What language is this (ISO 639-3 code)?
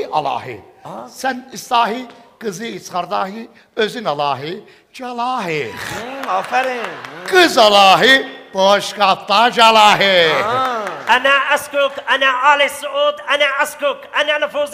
azb